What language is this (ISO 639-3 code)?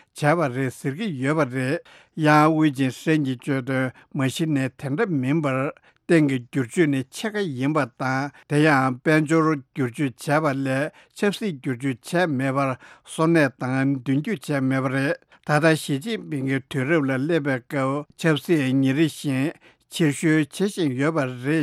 bod